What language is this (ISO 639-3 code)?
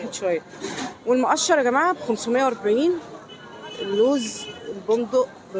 arz